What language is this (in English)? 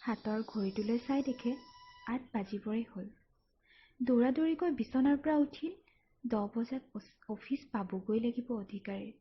Assamese